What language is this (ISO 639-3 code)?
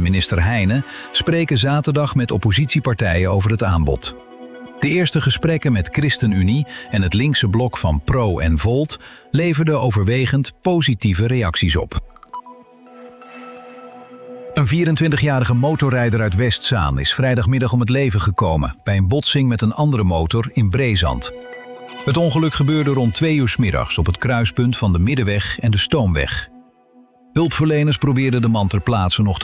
nld